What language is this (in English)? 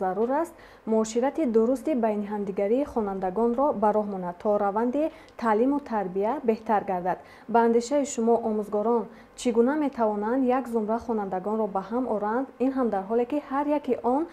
Tajik